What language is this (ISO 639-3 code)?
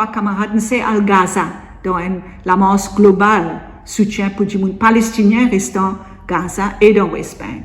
mfe